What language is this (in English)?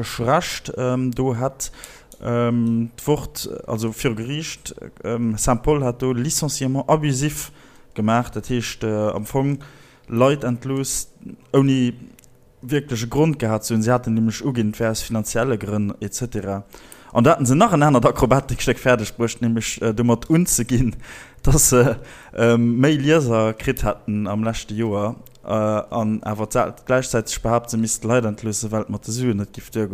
Luxembourgish